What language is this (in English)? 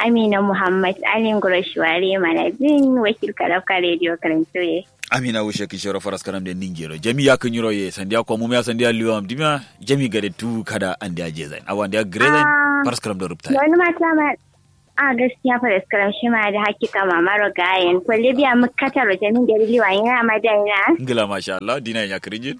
Kanuri